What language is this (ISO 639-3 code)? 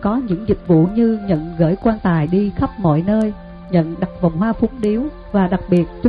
vie